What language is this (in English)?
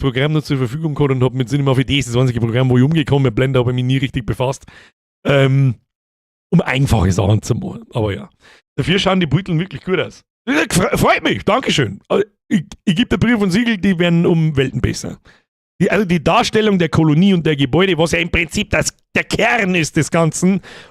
Bavarian